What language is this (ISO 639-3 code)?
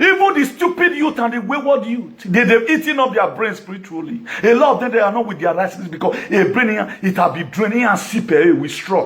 pcm